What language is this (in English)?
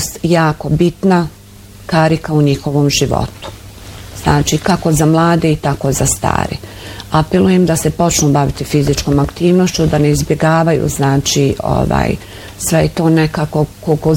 Bosnian